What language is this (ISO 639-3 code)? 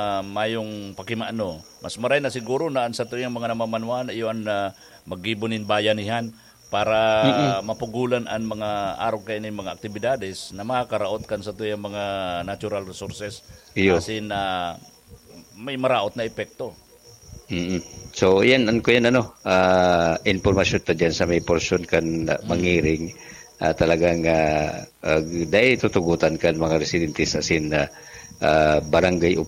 bik